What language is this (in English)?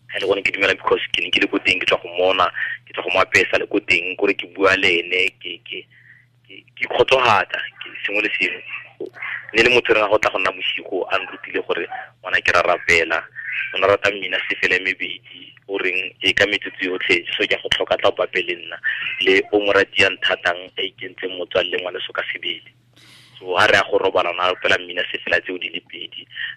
Tswana